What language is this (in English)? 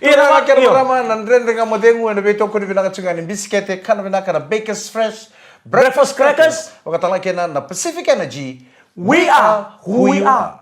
Fijian